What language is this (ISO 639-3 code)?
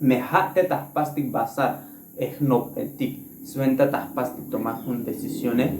tzo